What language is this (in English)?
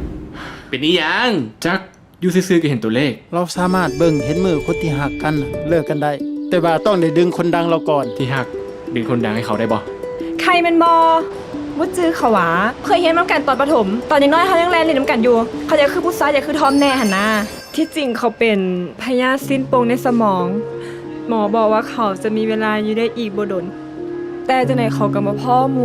Lao